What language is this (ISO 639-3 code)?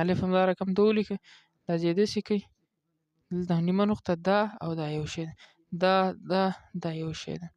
pus